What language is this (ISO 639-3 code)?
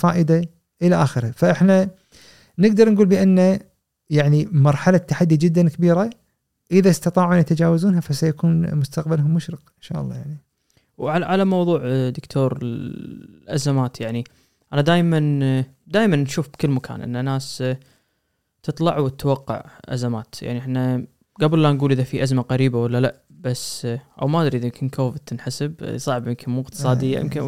afb